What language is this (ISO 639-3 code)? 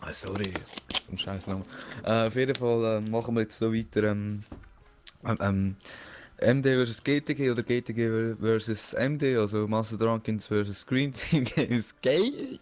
gsw